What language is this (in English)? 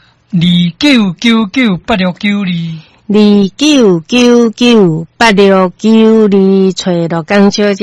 Min Nan Chinese